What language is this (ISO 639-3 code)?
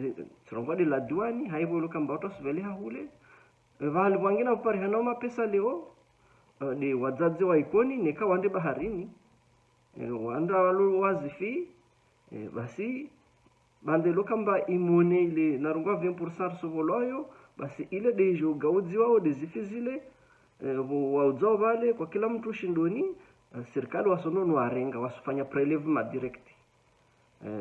zdj